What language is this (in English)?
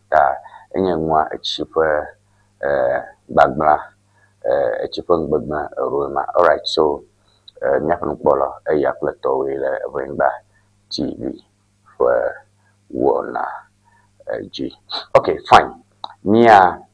Ewe